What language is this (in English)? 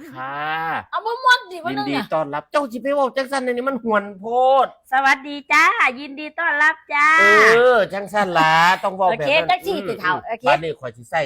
Northeastern Thai